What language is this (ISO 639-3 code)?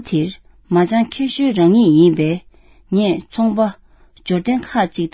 bod